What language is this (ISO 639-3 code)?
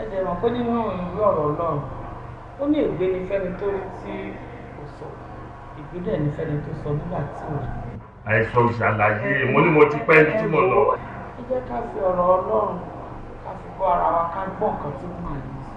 yor